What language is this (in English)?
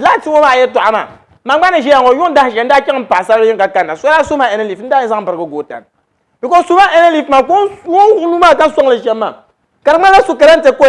Dagbani